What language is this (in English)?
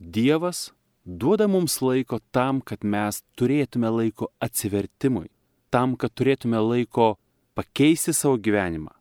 Lithuanian